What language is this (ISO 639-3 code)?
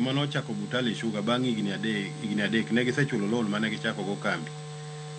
luo